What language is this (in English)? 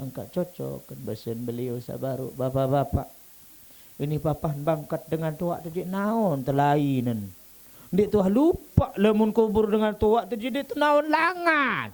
Sasak